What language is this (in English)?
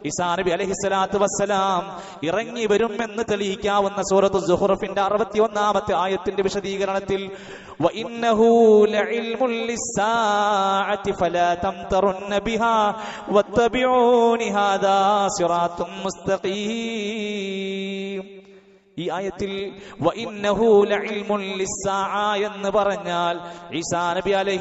Malayalam